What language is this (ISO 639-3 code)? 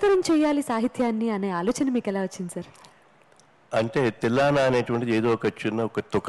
tel